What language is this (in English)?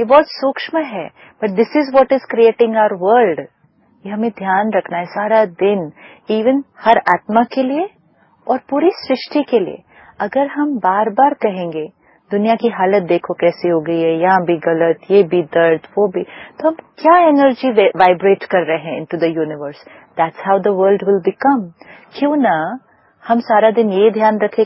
Hindi